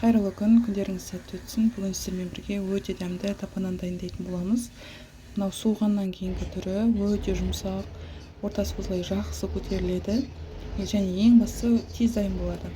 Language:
Kazakh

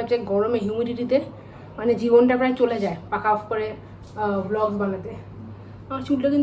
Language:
Bangla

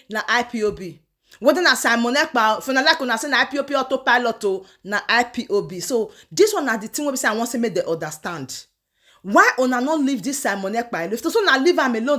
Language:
Nigerian Pidgin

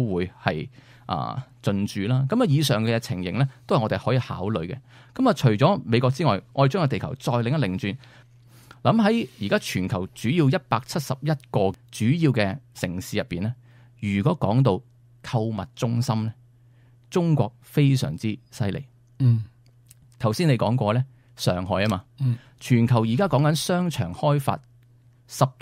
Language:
Cantonese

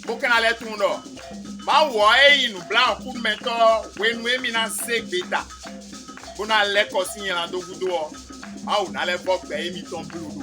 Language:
Fon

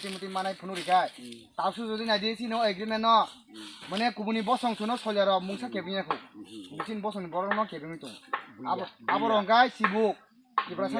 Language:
Kok Borok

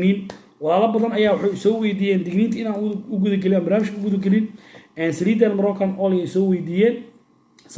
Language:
Somali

